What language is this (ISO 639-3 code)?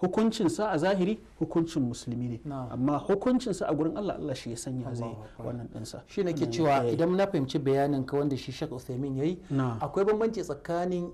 hau